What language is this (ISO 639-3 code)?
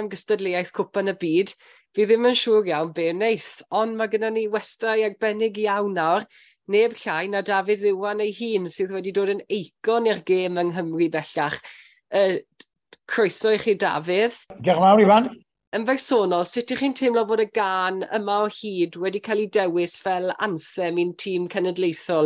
cym